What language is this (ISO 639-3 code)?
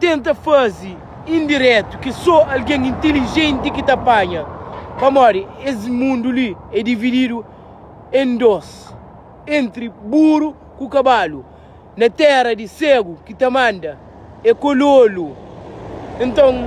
kea